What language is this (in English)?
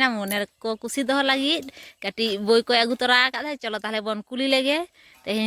Santali